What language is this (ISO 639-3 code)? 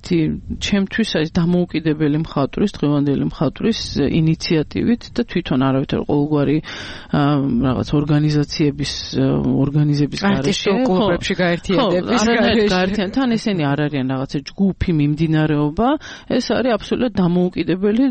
kat